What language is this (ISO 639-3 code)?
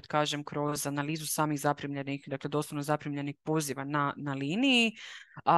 hrv